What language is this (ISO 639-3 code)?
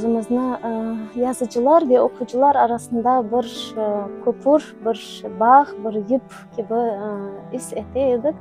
crh